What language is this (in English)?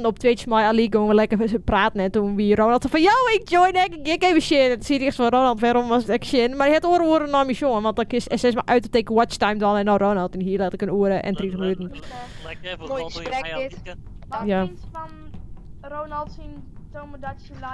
Western Frisian